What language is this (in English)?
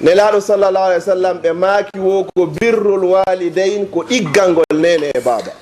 Fula